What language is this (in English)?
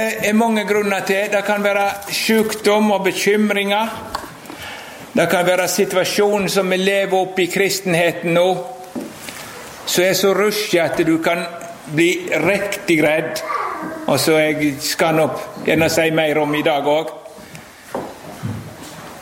Norwegian